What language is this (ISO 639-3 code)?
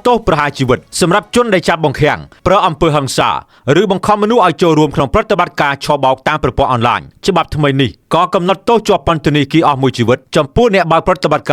khm